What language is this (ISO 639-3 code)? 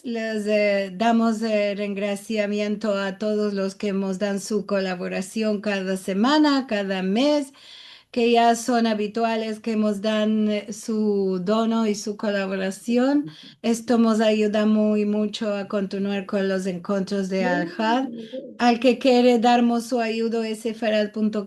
lad